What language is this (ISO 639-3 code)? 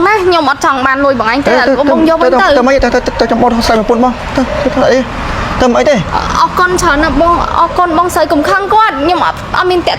khm